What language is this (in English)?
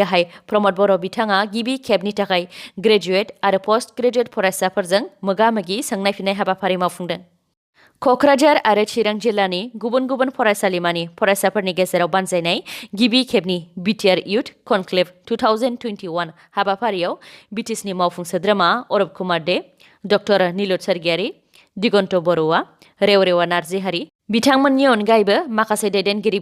Bodo